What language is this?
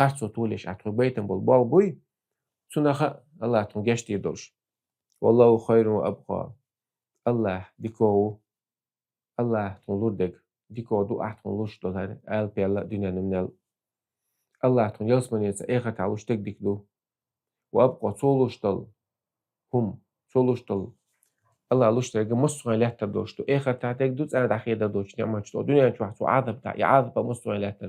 Chechen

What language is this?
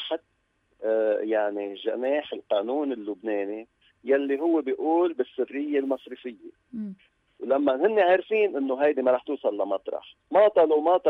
North Levantine Arabic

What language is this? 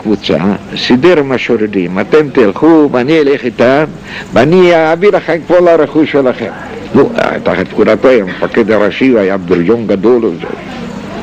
Hebrew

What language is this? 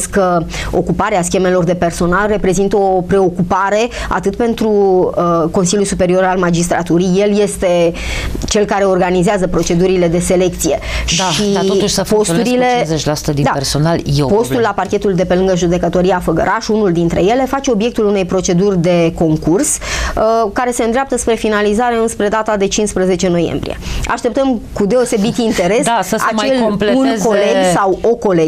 Romanian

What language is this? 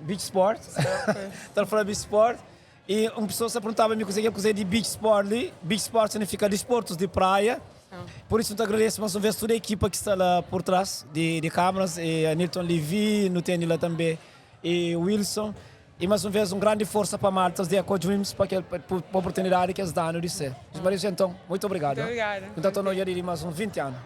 Kabuverdianu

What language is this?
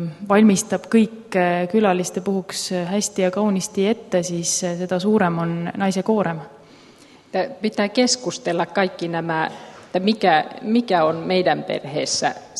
Estonian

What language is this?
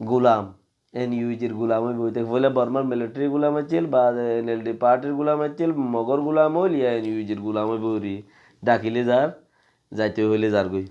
Rohingya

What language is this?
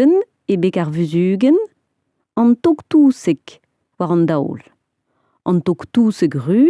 Breton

